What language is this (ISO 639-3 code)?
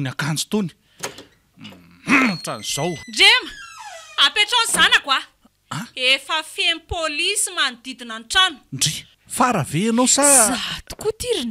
mlg